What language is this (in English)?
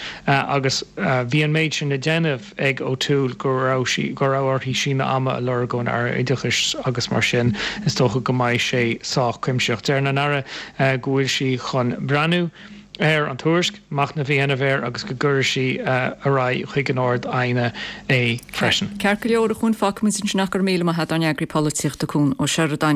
Irish